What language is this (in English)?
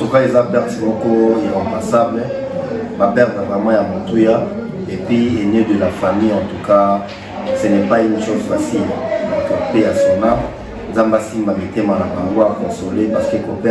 Lingala